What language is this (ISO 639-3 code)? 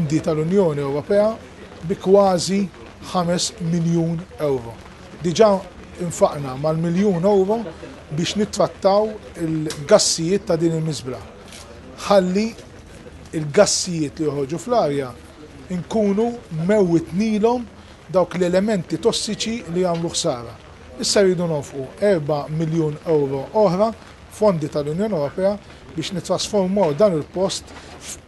mlt